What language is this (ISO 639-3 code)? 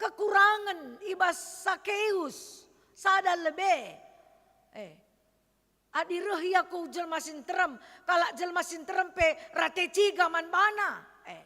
btx